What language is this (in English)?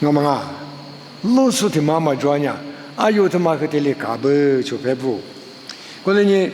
Lisu